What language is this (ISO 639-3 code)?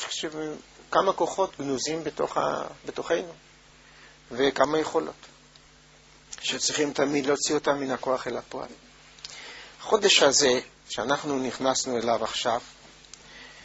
heb